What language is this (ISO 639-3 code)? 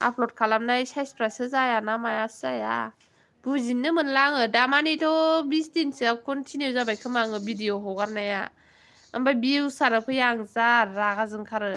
brx